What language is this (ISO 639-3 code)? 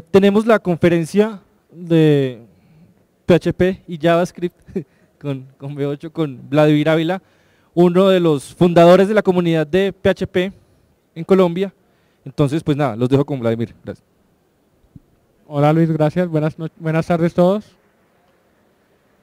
spa